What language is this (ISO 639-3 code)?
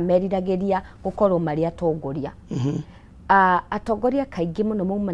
kik